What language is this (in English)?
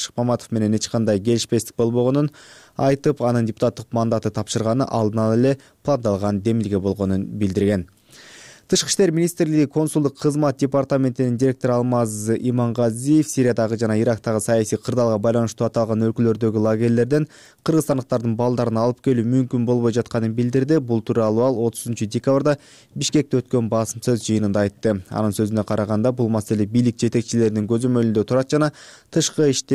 Kyrgyz